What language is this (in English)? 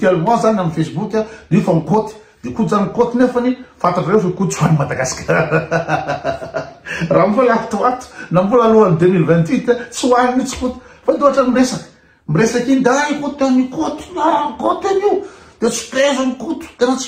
Malagasy